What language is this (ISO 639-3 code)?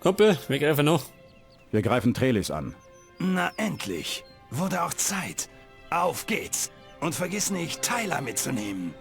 bar